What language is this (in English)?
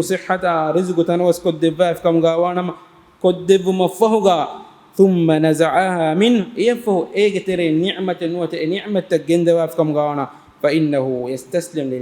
Divehi